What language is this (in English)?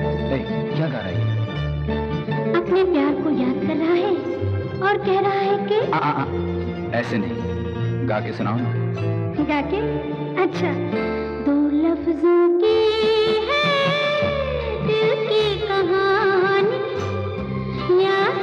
Hindi